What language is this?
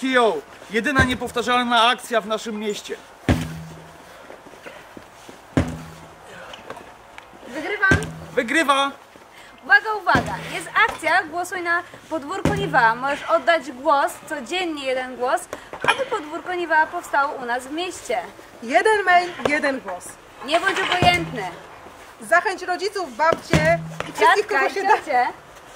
Polish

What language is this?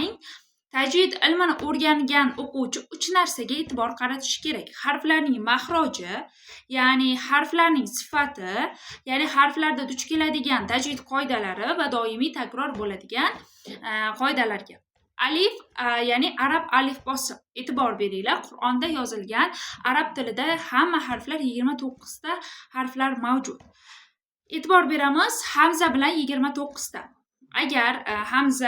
Uzbek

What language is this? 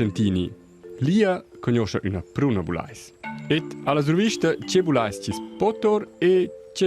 Romansh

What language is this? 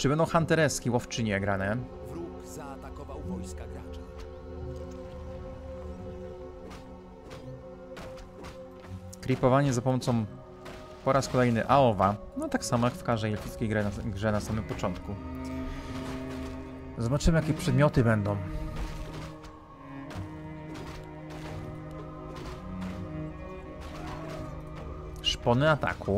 Polish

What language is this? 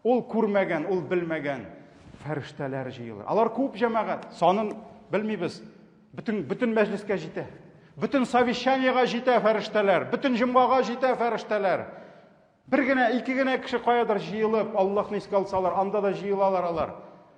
Tatar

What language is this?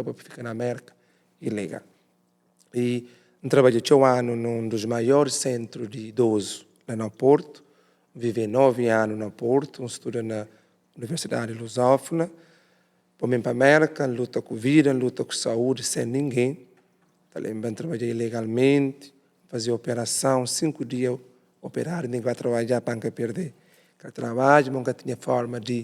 Kabuverdianu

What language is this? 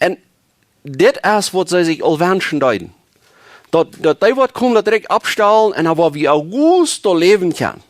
Plautdietsch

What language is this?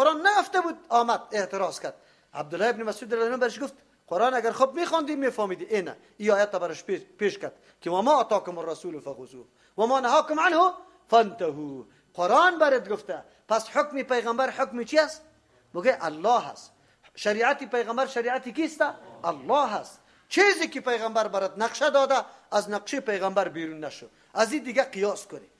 Persian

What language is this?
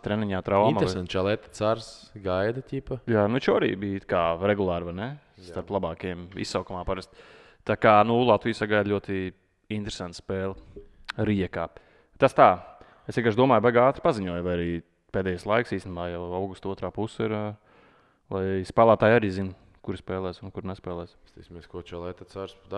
Latvian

